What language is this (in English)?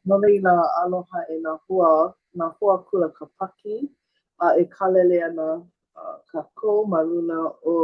Hawaiian